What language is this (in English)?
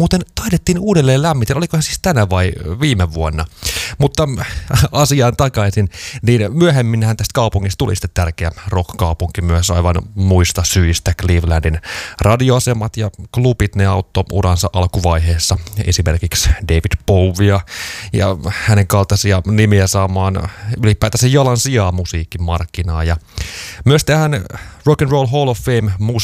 Finnish